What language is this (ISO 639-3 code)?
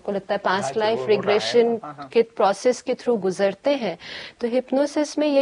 hin